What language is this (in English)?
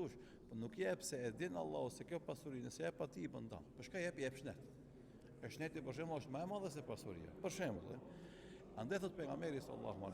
Albanian